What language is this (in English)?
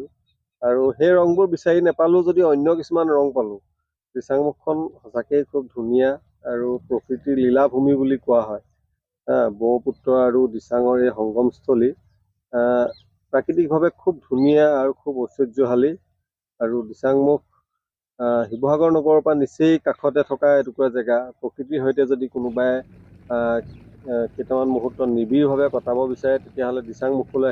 Assamese